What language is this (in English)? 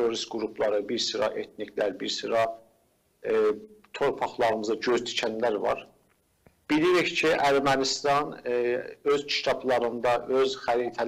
South Azerbaijani